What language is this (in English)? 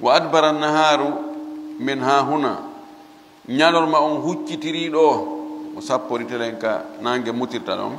Fula